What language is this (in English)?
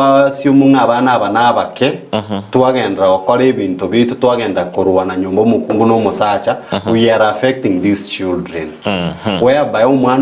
Gusii